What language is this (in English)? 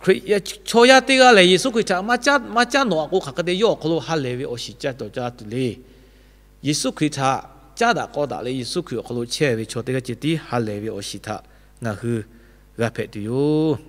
Lahu